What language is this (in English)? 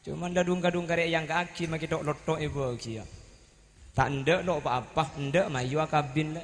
Madurese